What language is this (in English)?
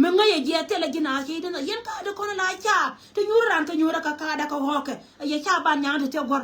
Nuer